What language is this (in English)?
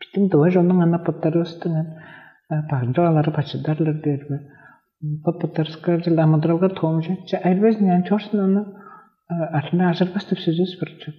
Tuvinian